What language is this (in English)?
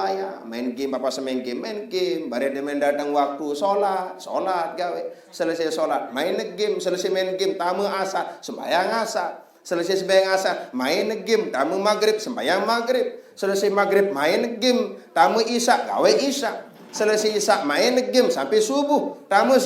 Sasak